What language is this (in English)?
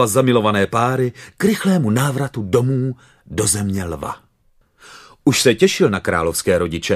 Czech